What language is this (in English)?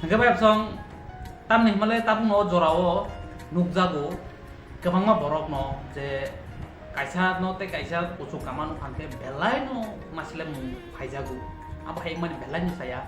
Kok Borok